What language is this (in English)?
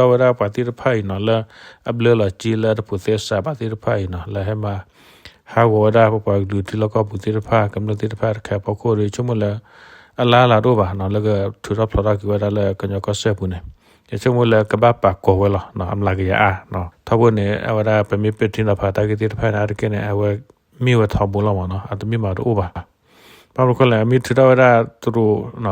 S'gaw Karen